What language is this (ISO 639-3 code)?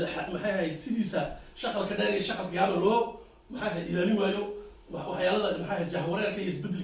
som